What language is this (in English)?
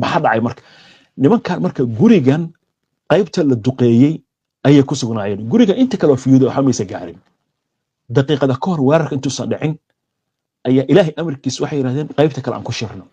Somali